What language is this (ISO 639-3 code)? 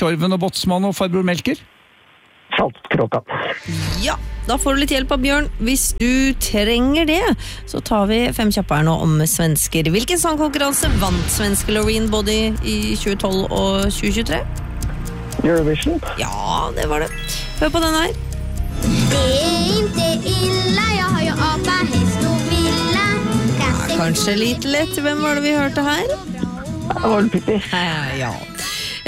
nor